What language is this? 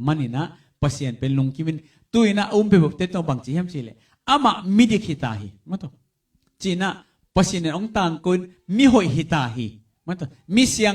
Tedim Chin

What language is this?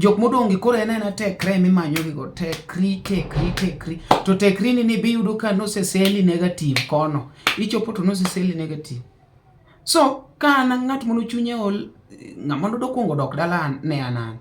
Luo (Kenya and Tanzania)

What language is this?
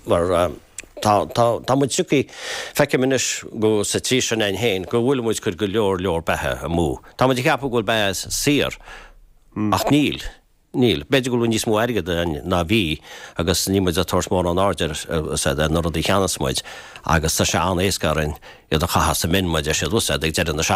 Irish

